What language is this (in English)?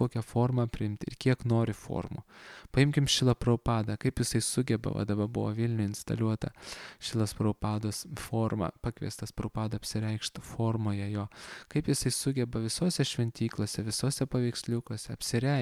Lithuanian